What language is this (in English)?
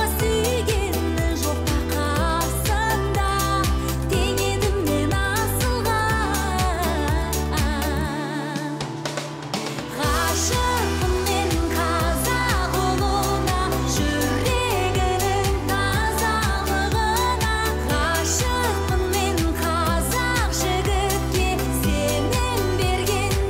Kazakh